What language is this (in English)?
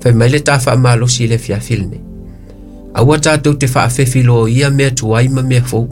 Samoan